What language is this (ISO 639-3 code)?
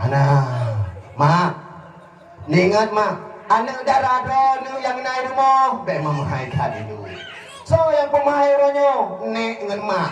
ace